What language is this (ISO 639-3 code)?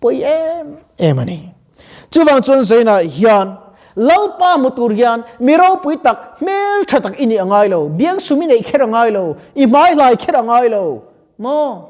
lus